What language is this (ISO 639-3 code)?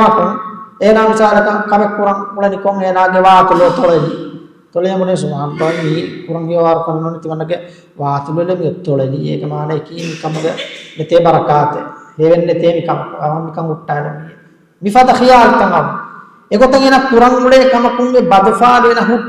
div